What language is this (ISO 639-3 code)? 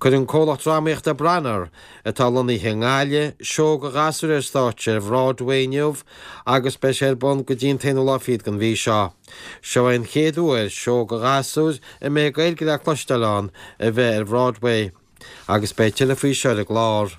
gle